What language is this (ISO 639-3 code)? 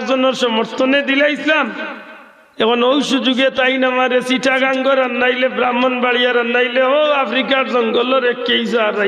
syl